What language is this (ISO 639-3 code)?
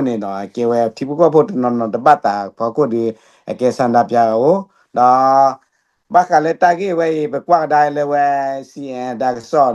ksw